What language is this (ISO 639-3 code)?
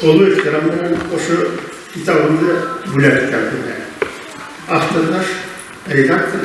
bak